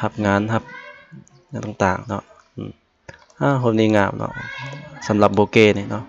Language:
Lao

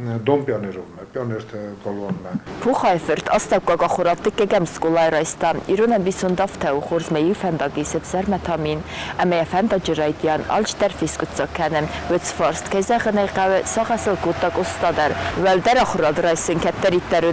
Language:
Ossetic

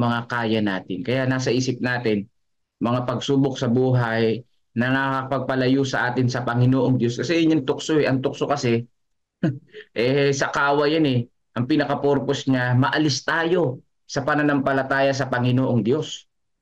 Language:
Filipino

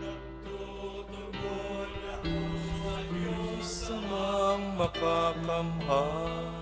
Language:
Bikol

